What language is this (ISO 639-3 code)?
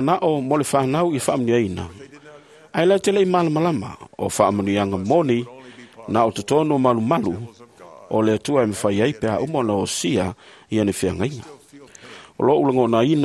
smo